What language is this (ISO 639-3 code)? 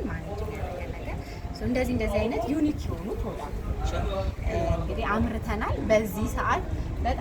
amh